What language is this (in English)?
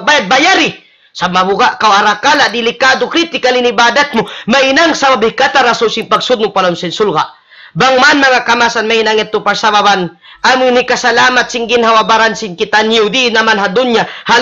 Tausug